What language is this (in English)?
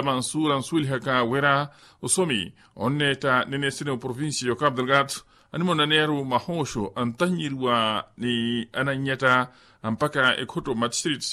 Makhuwa